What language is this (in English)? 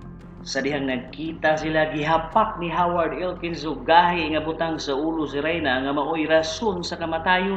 Cebuano